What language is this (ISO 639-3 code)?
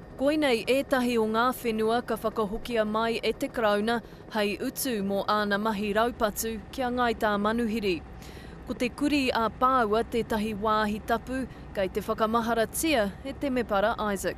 mri